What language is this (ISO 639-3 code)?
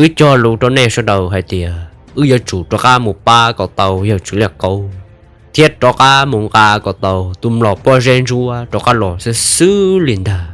hmn